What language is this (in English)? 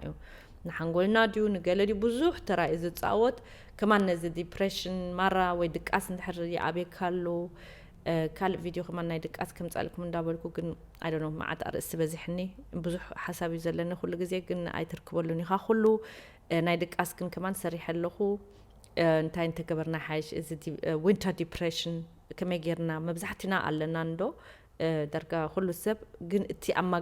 Tigrinya